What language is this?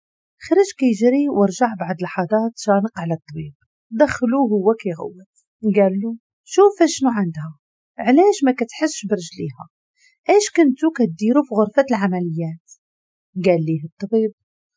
Moroccan Arabic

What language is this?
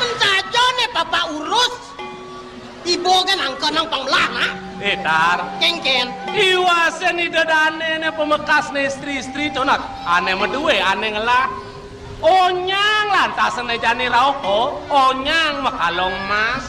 Balinese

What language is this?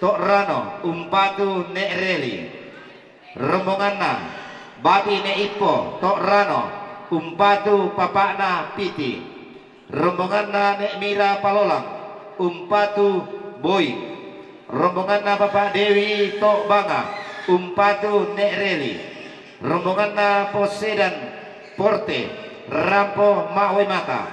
Toraja-Sa'dan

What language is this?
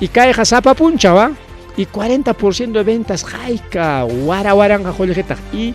Ayacucho Quechua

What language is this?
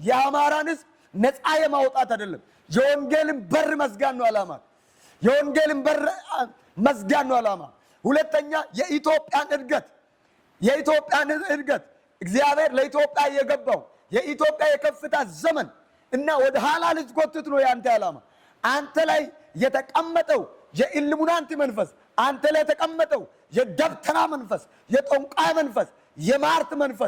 Amharic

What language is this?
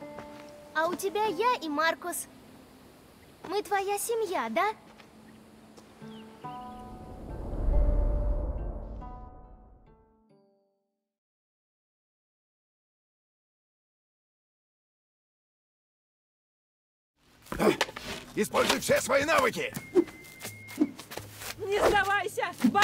Russian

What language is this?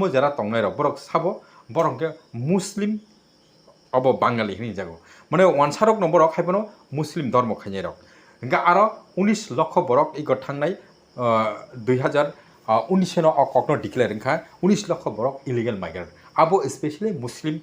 Kok Borok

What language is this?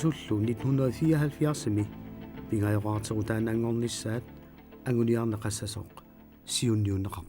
Kalaallisut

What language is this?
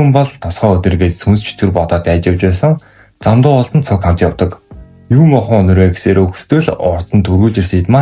Mongolian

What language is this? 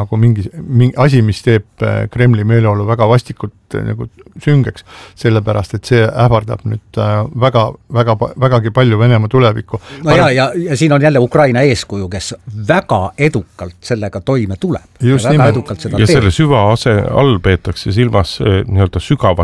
Estonian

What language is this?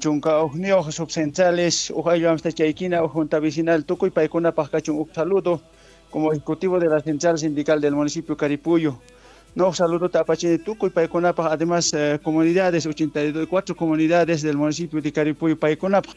Quechua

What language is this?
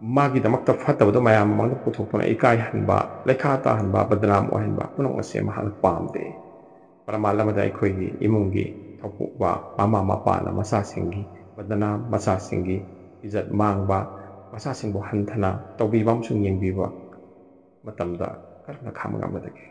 Manipuri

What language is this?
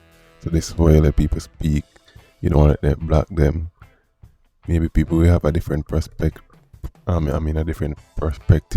Jamaican Creole English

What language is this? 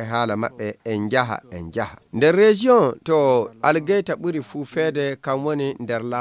Fula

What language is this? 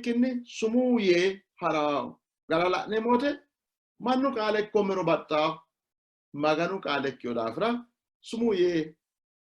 Sidamo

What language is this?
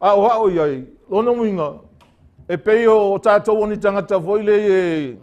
Samoan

